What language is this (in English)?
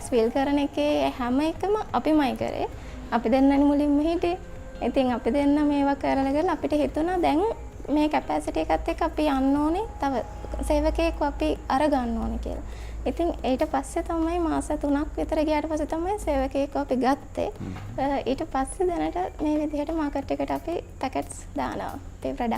Sinhala